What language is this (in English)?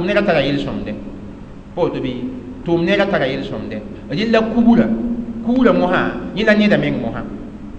Mossi